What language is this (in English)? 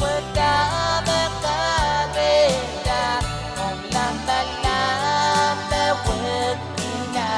Pohnpeian